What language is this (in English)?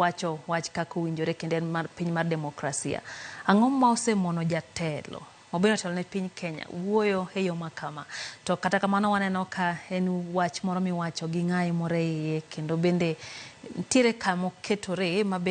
Luo (Kenya and Tanzania)